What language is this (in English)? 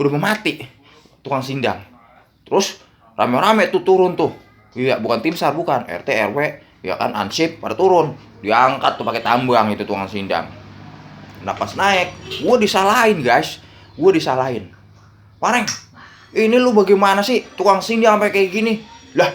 Betawi